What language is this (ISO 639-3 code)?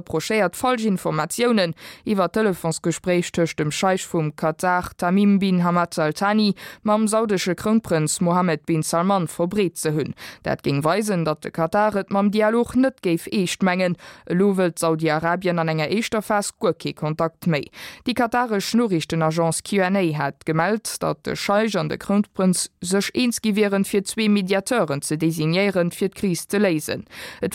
ltz